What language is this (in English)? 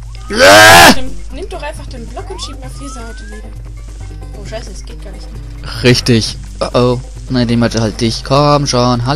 German